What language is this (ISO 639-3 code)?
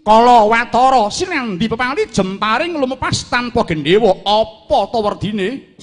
jav